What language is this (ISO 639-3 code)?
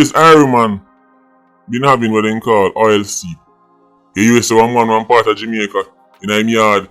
jam